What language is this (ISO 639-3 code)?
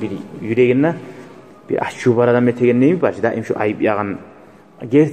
kum